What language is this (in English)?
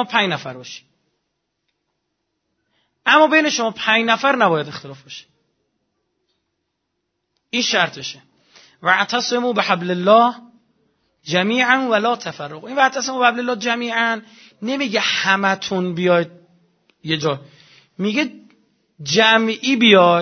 Persian